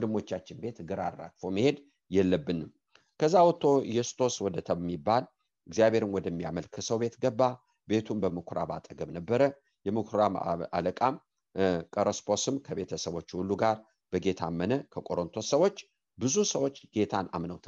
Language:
Amharic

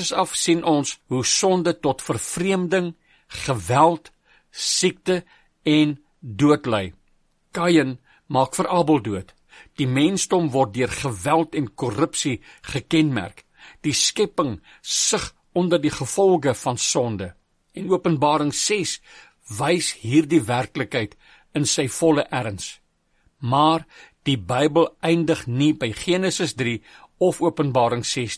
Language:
Afrikaans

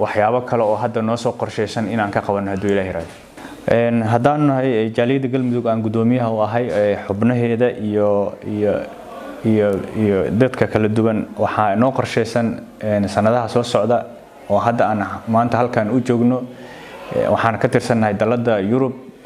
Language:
Somali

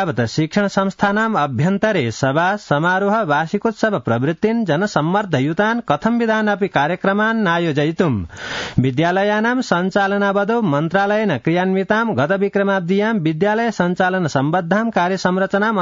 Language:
Sanskrit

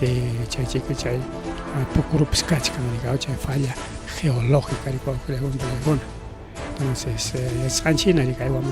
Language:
Ayacucho Quechua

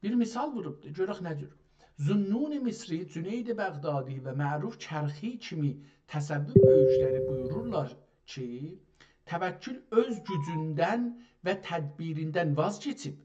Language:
South Azerbaijani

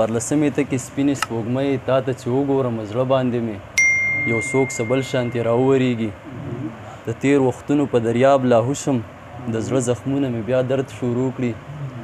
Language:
Pashto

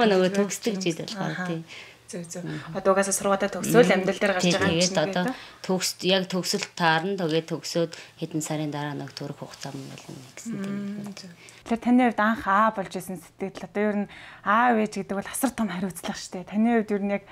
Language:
Mongolian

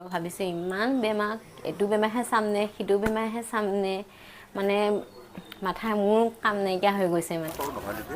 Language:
Assamese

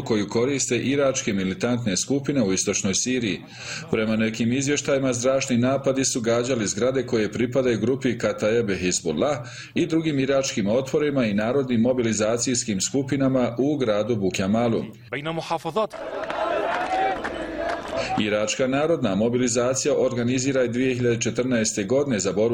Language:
Bosnian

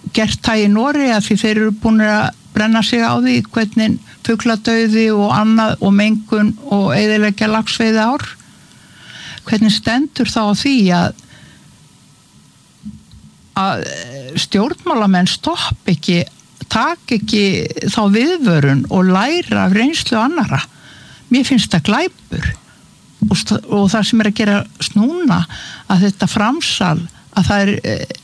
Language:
Icelandic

